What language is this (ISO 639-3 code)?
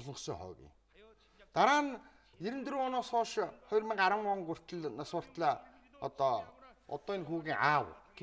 mon